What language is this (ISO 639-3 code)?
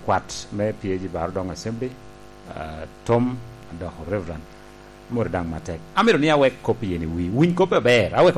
laj